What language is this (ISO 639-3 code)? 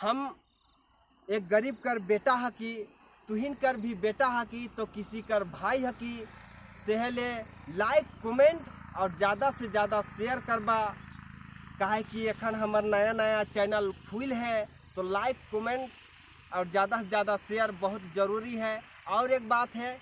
sck